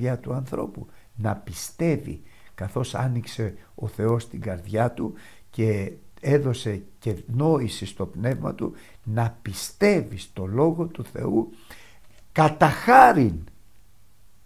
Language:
Greek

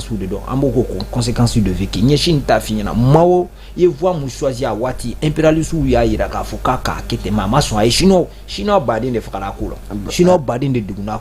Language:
Bambara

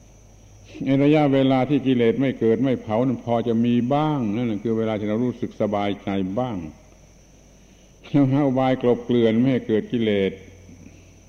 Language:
Thai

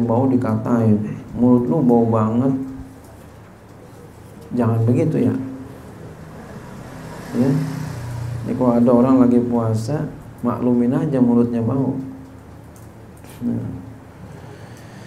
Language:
Indonesian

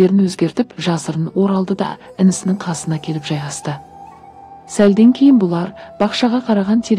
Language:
Kazakh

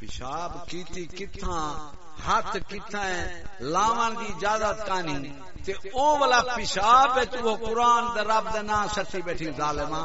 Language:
Saraiki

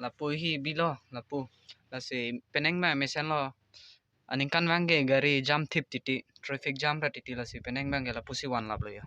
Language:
Karbi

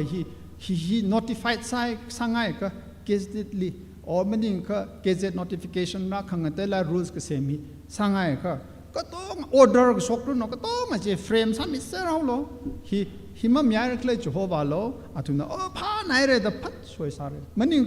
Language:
Tangkhul Naga (India)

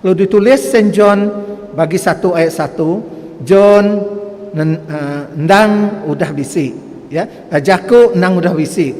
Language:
Iban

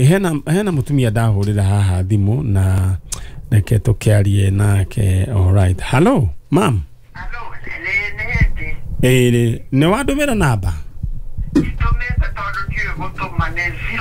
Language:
Kikuyu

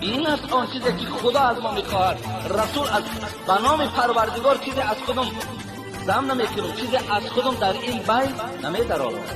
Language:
Tajik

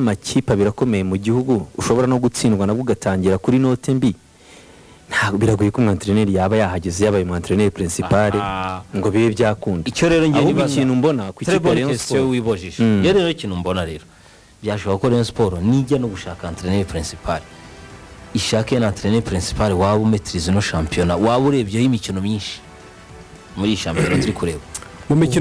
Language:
Kinyarwanda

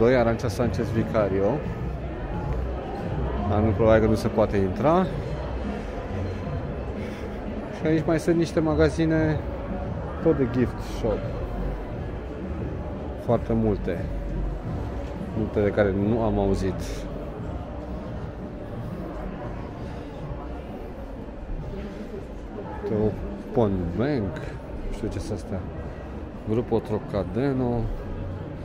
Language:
Romanian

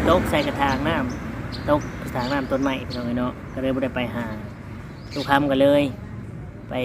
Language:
Lao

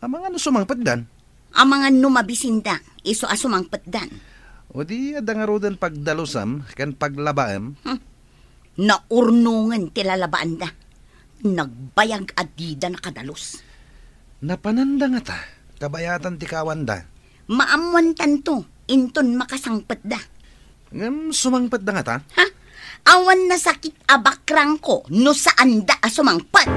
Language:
Iloko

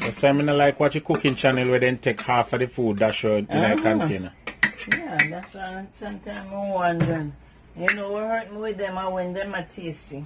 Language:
Jamaican Creole English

